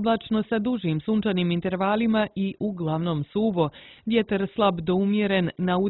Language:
Serbian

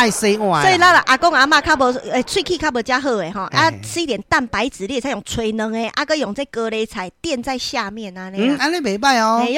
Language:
Min Nan Chinese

